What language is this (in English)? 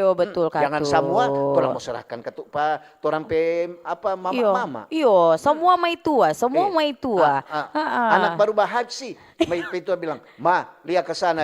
Manado Malay